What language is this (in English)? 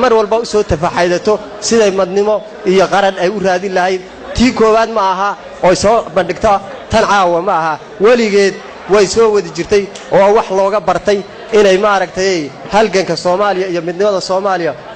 Somali